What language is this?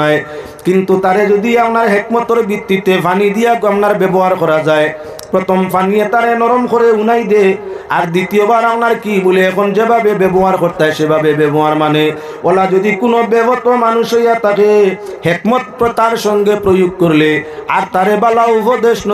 Sylheti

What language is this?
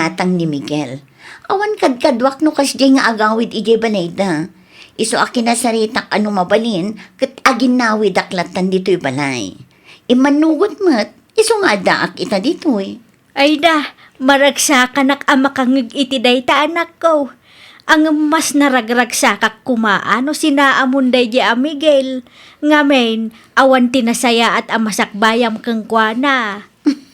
Iloko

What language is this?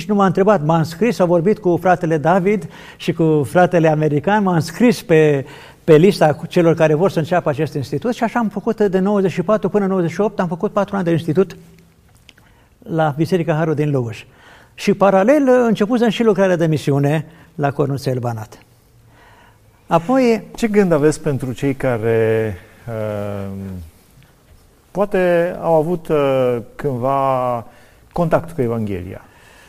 Romanian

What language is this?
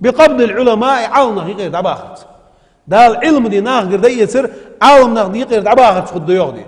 Ingush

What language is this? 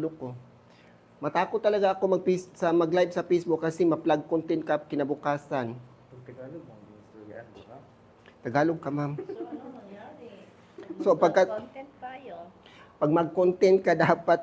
Cebuano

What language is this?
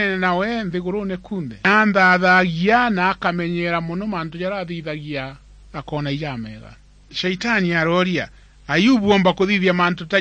Meru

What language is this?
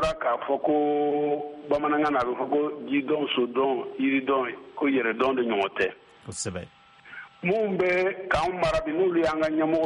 Bambara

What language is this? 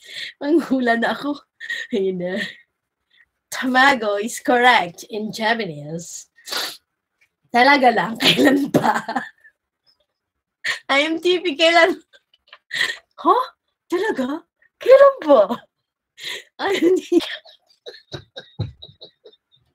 Filipino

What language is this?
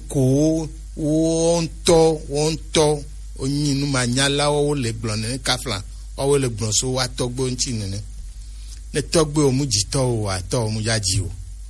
Gen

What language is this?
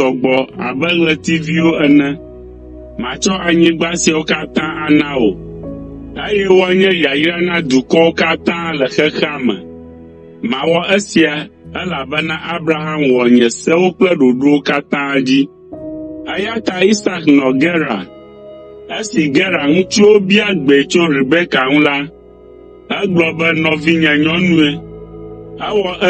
Ewe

